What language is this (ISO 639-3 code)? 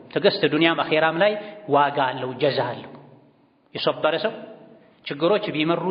amh